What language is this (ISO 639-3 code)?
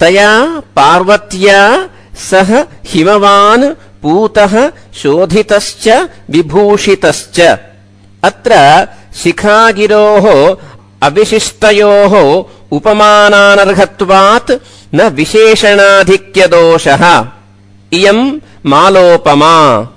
san